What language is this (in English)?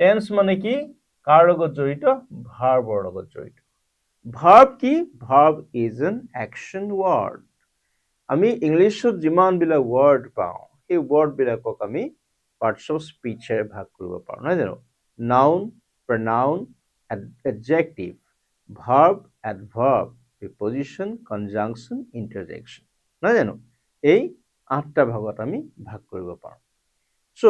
Assamese